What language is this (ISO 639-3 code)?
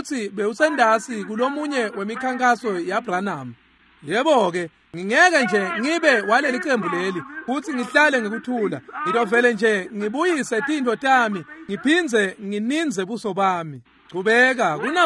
ssw